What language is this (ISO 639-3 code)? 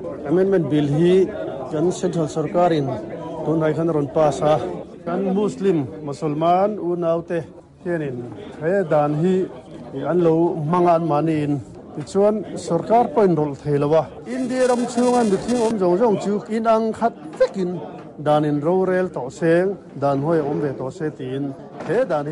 lus